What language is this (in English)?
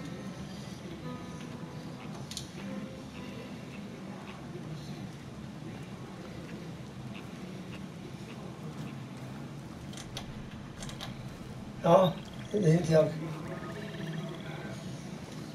Swedish